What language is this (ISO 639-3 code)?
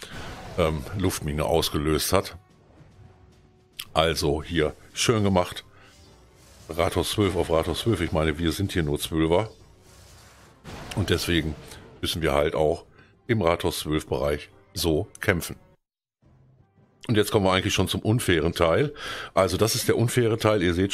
deu